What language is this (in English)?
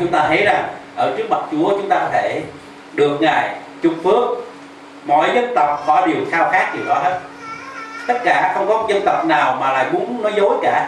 Vietnamese